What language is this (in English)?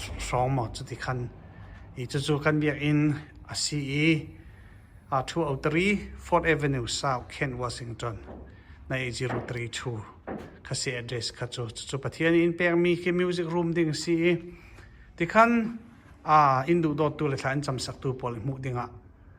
Falam Chin